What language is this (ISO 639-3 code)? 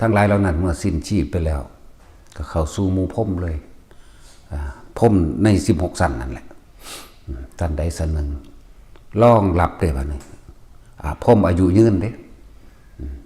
tts